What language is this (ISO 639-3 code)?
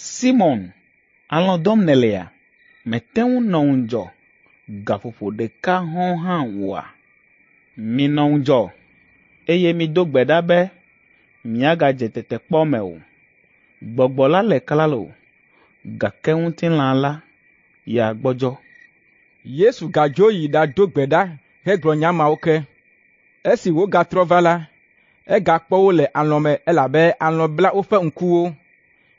ewe